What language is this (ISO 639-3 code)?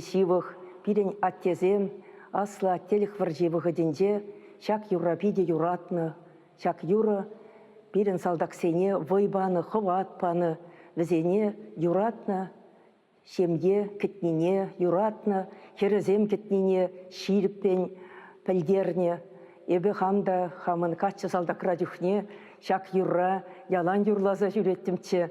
chv